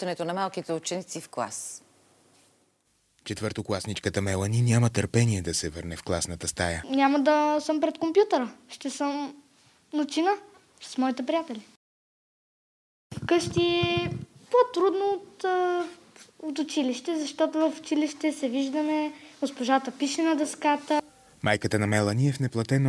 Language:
Bulgarian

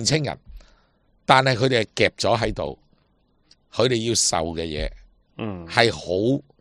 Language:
Cantonese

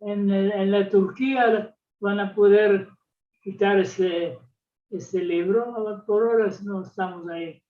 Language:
Ladino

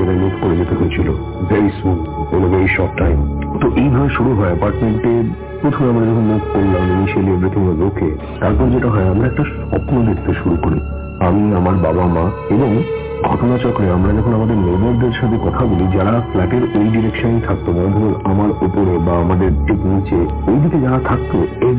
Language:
Bangla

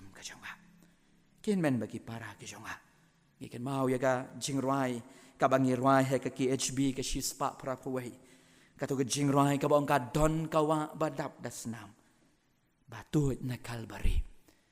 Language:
Khasi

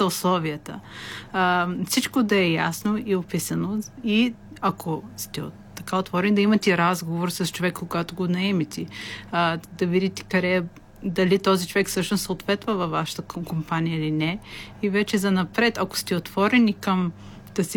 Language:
Bulgarian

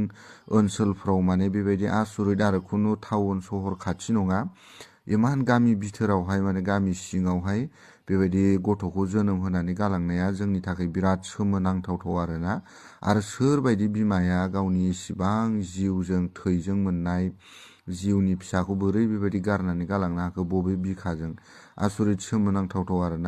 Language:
Bodo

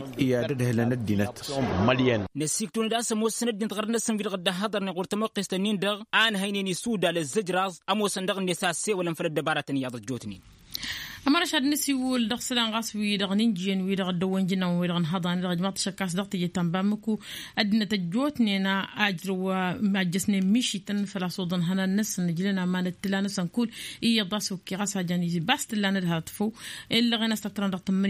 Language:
Tamasheq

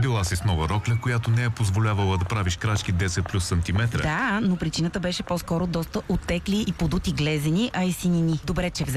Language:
Bulgarian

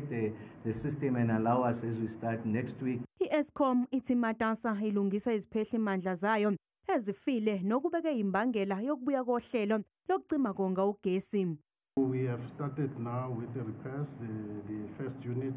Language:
Zulu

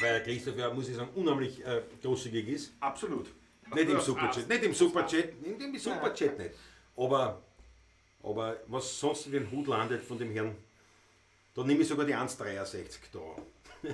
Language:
Bavarian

